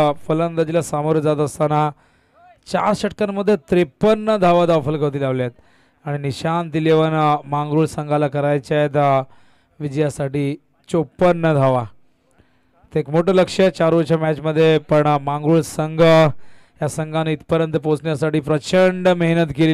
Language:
Marathi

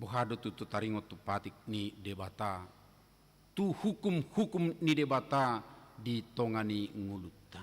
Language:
Batak Toba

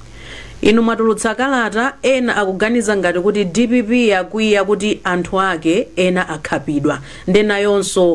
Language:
Nyanja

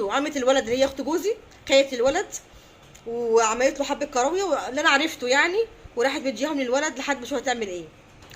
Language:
Egyptian Arabic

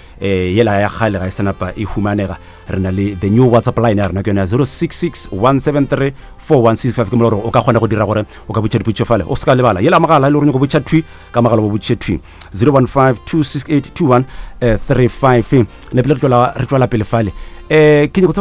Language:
Northern Sotho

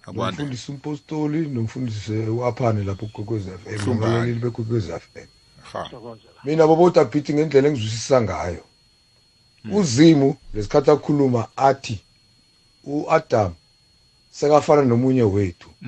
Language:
South Ndebele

